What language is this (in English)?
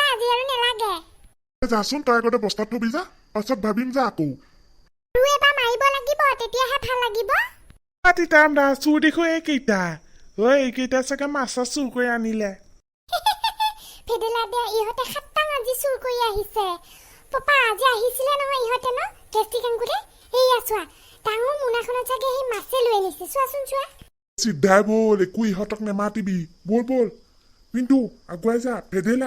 Assamese